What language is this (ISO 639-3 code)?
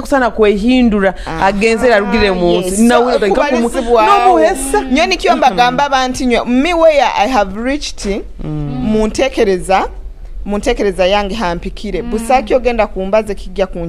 nyo